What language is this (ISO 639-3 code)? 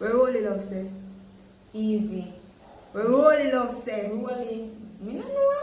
jam